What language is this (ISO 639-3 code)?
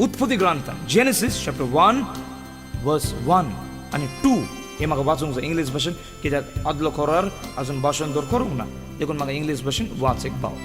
kok